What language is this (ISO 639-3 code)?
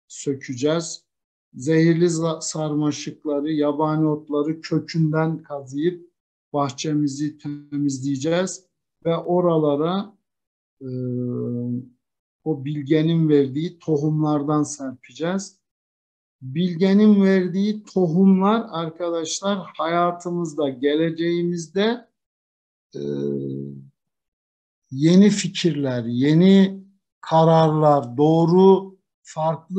tur